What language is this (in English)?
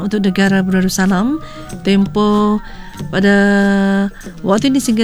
Malay